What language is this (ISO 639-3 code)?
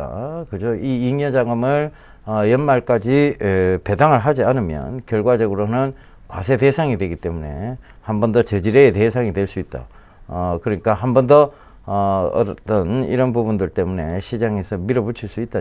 kor